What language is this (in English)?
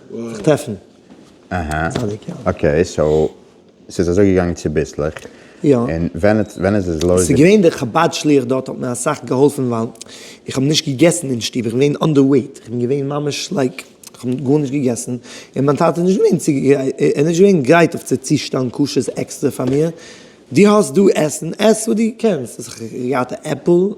Yiddish